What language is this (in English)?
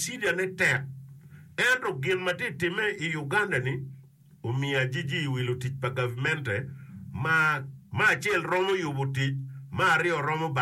Acoli